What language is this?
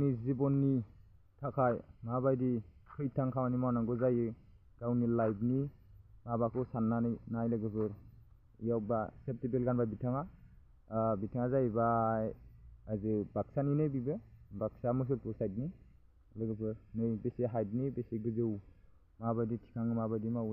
Bodo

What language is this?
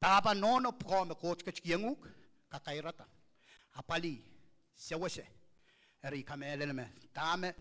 Pohnpeian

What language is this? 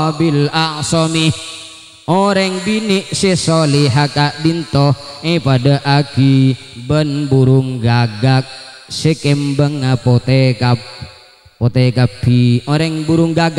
Madurese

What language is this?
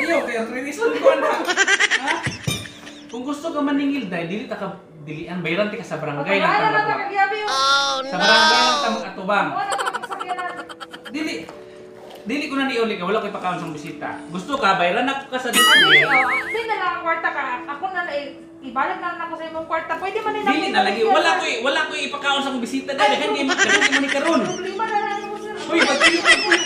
Cebuano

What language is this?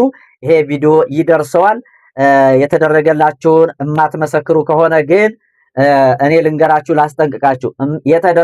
Amharic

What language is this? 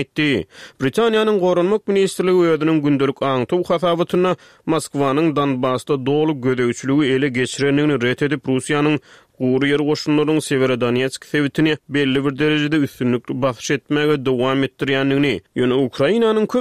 Turkmen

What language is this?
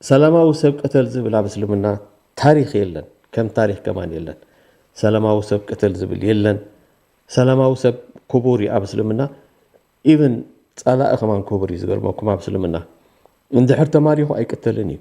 Tigrinya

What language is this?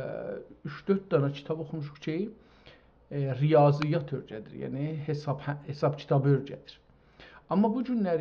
South Azerbaijani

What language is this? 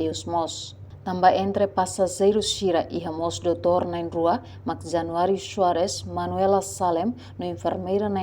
Tetum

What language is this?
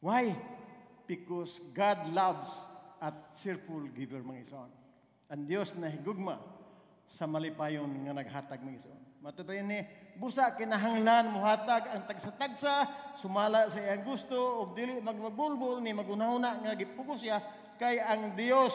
Cebuano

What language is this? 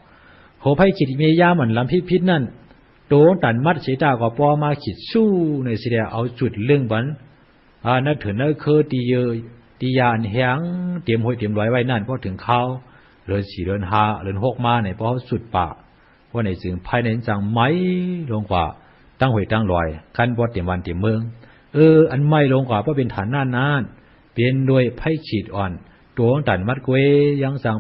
Shan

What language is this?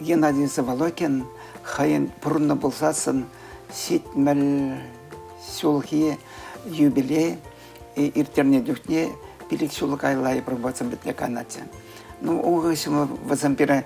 Chuvash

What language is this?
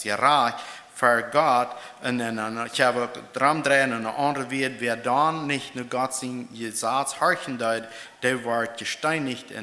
Plautdietsch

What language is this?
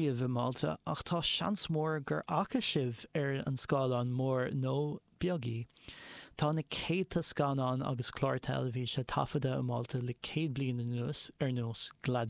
Irish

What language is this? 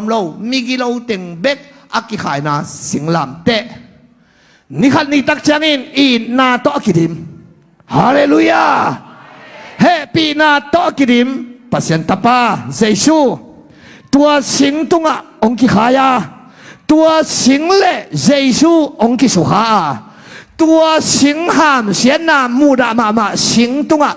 Tedim Chin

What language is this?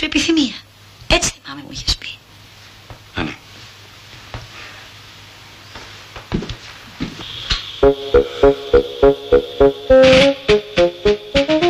Greek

